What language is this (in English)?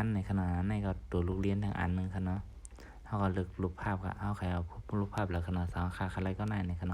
Shan